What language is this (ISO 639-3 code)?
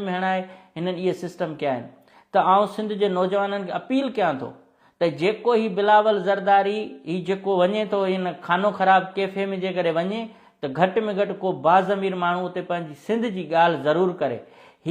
snd